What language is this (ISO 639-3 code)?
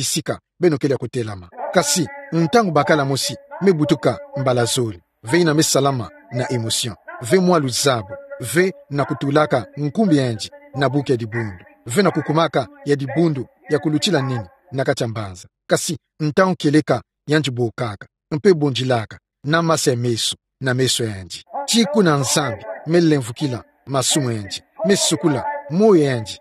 ktu